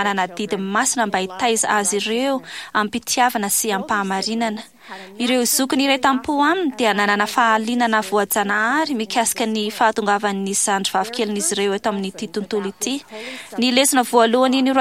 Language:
Malagasy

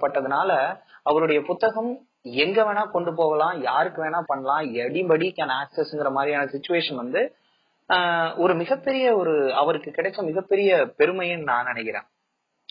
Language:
Tamil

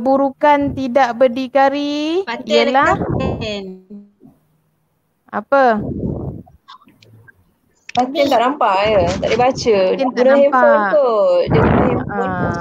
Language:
Malay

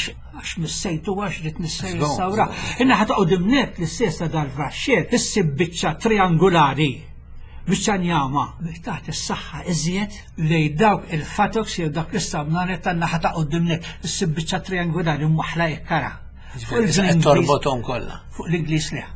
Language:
Maltese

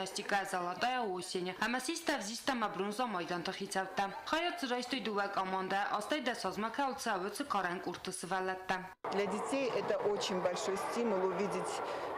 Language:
Ossetic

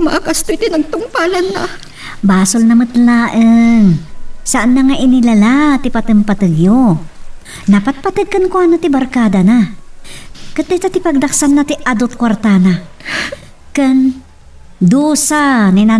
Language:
Iloko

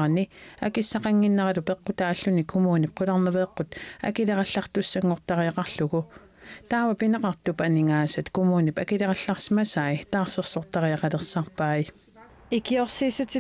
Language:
Kalaallisut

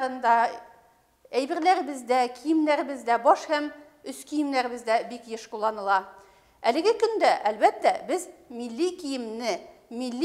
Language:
Bashkir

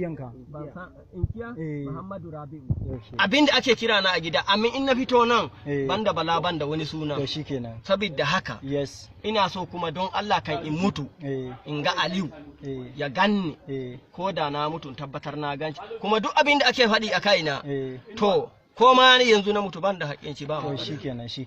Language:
Hausa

